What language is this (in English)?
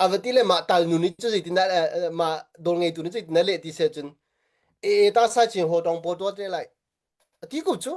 Hakha Chin